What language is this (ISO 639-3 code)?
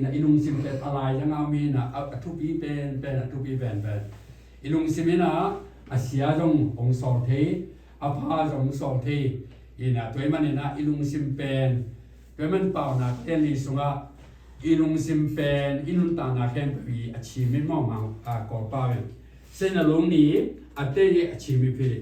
ctd